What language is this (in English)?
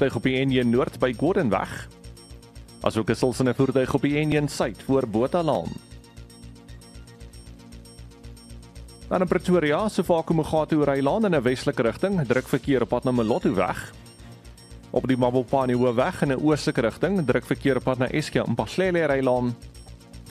Afrikaans